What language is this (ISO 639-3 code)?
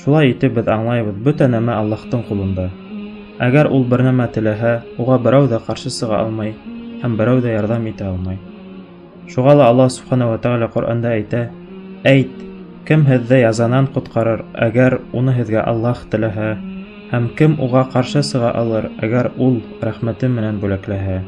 bak